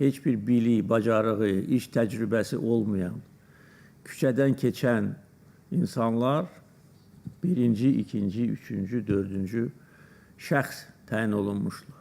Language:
Azerbaijani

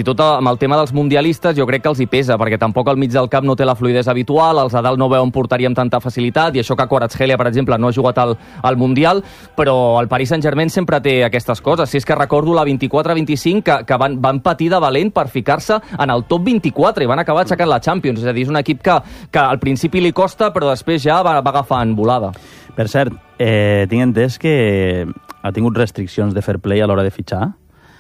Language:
Catalan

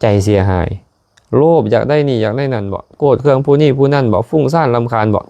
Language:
Lao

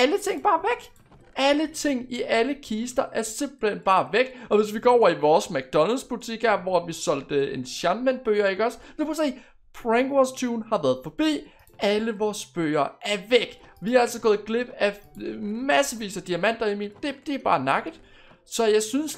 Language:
Danish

